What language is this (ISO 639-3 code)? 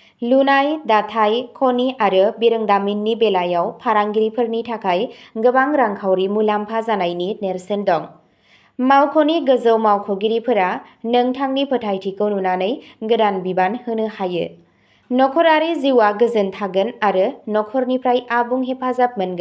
brx